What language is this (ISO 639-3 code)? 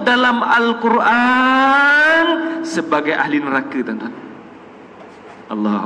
msa